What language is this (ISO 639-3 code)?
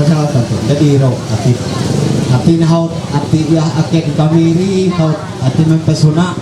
mhy